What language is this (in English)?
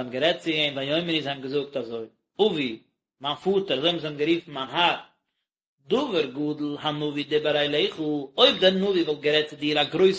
Yiddish